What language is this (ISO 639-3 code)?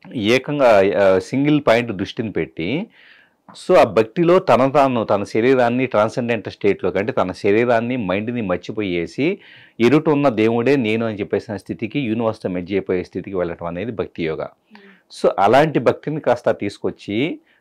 tel